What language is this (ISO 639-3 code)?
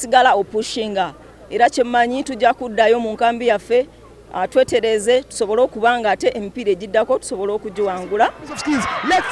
lug